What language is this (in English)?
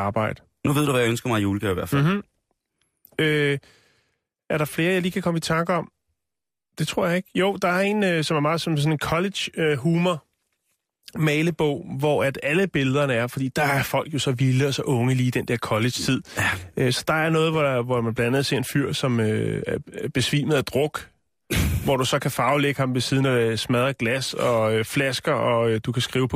Danish